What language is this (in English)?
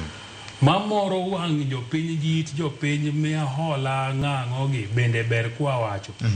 Luo (Kenya and Tanzania)